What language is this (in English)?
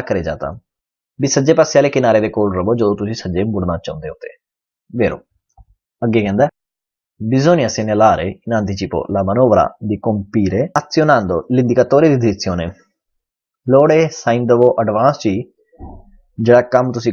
Punjabi